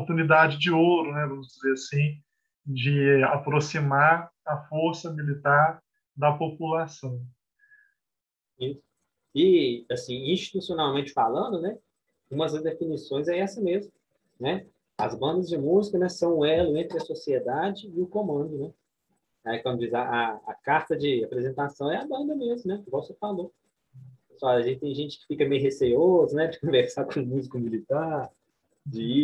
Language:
Portuguese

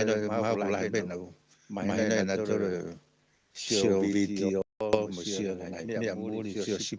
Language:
Tongan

